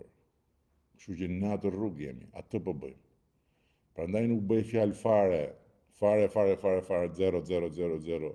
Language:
Albanian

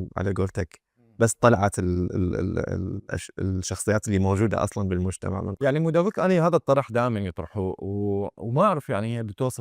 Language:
Mesopotamian Arabic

